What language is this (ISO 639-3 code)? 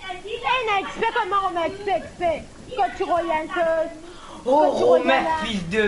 mfe